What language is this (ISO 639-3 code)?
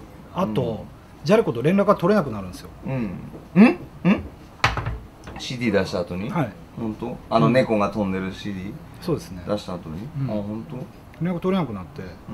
jpn